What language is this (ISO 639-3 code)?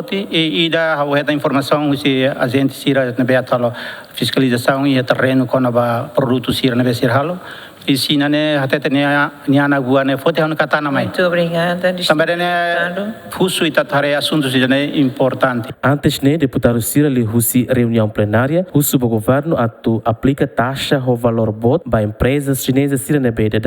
tet